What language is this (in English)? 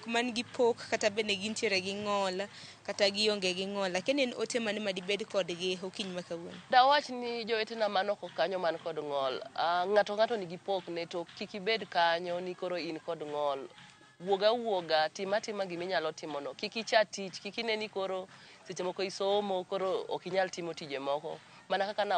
Luo (Kenya and Tanzania)